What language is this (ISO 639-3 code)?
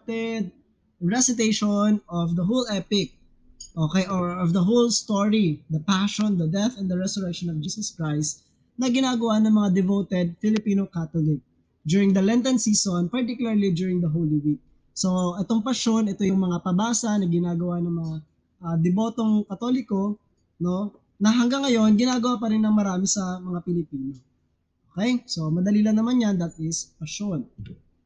fil